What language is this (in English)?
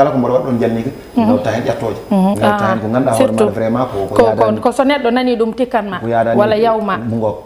Fula